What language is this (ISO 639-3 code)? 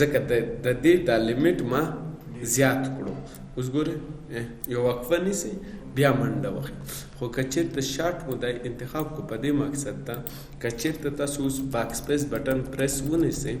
pus